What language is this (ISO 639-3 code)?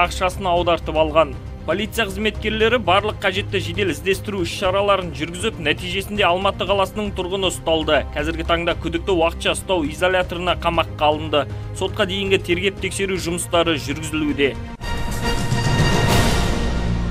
kaz